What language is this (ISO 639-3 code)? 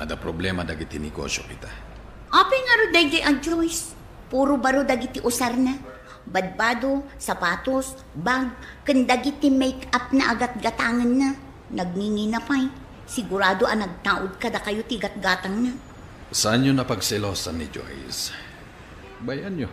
ilo